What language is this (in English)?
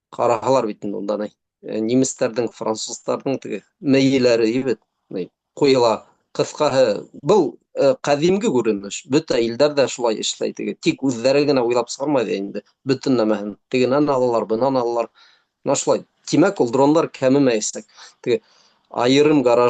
Bashkir